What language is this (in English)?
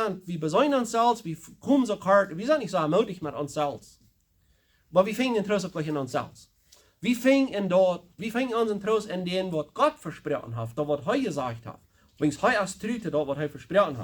Plautdietsch